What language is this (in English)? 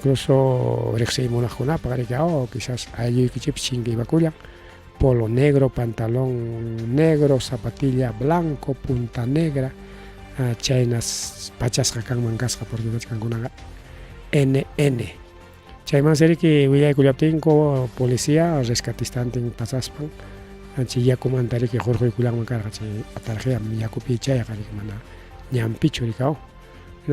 Ayacucho Quechua